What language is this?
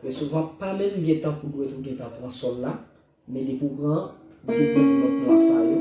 Haitian Creole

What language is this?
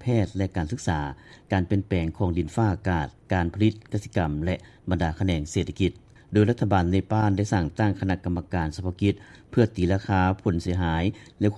Lao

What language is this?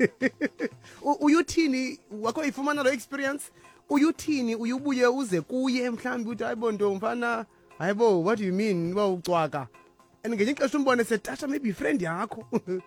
Xhosa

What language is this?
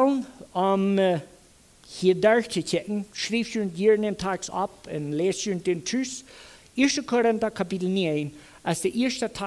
Plautdietsch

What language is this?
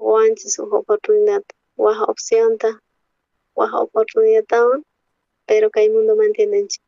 South Bolivian Quechua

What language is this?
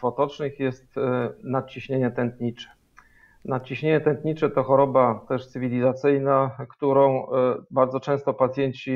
Polish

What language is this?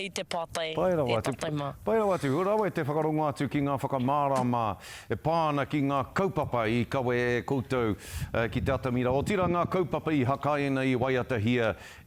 Māori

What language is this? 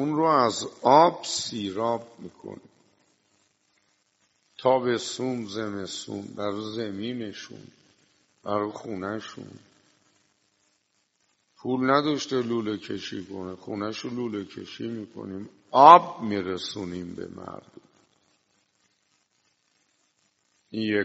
Persian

